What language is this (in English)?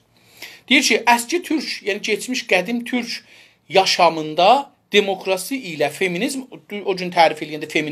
South Azerbaijani